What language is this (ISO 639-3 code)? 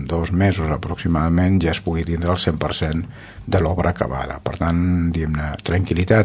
cat